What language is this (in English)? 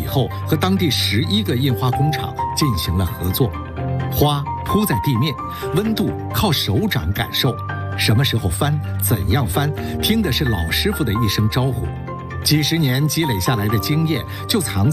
Chinese